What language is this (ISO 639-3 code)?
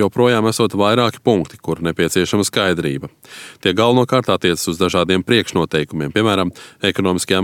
lav